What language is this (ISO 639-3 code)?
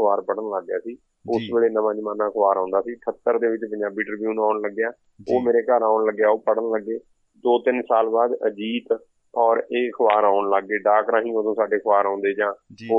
pan